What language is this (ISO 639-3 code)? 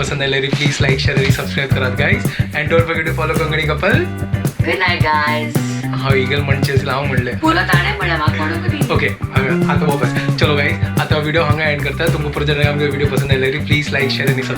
kok